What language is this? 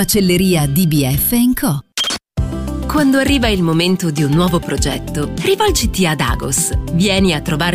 Italian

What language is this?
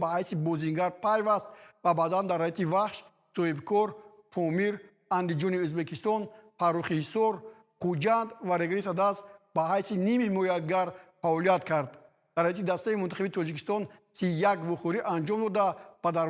Tajik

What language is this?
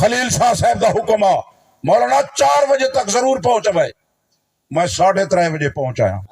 Saraiki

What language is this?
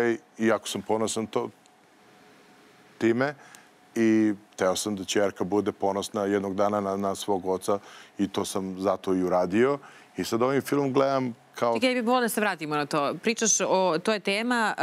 Serbian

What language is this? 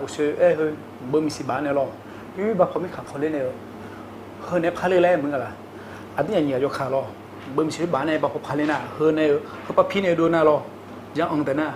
Akha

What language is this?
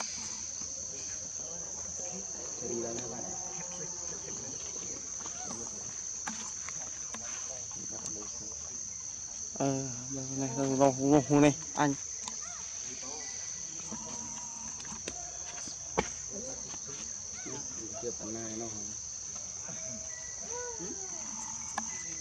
Vietnamese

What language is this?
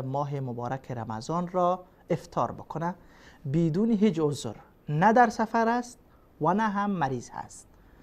Persian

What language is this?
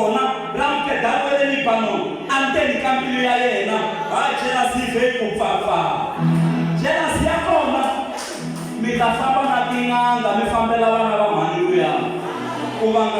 Tsonga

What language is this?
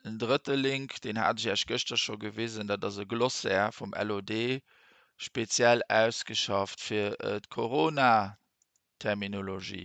Luxembourgish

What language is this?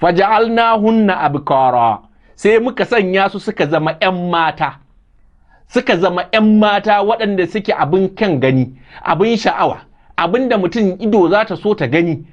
Hausa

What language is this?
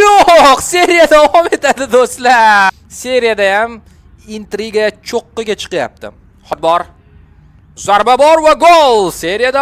Uzbek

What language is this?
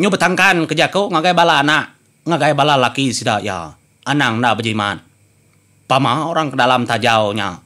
Iban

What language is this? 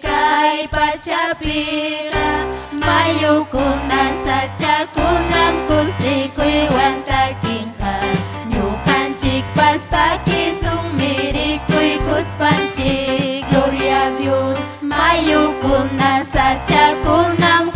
Ayacucho Quechua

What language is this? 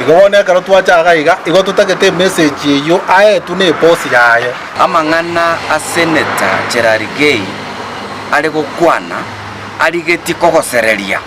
Gusii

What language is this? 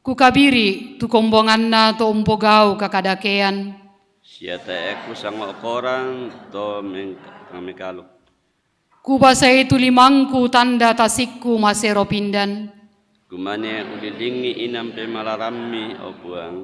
Toraja-Sa'dan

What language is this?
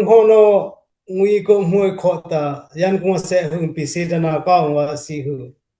Dimasa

